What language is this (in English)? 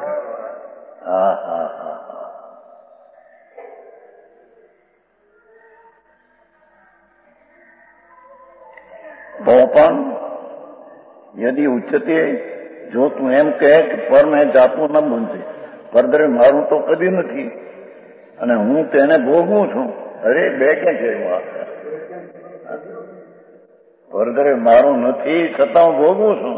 Gujarati